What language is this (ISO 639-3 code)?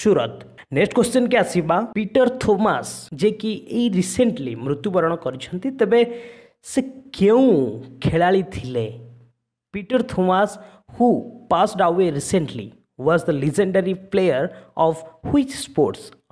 ori